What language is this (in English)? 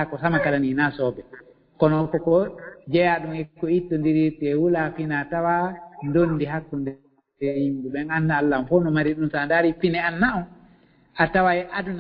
Fula